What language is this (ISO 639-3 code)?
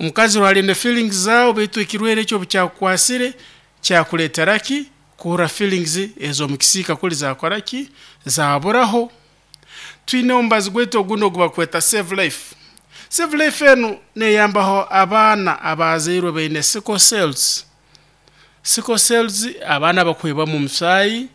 nyo